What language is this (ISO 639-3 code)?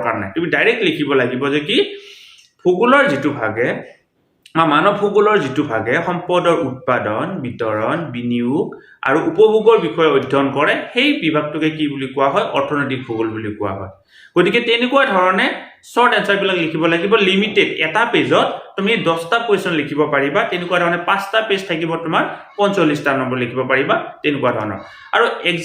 asm